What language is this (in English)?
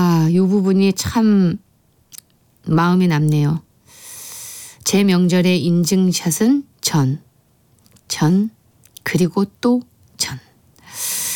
Korean